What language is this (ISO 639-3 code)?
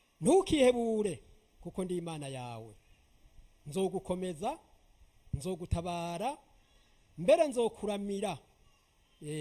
run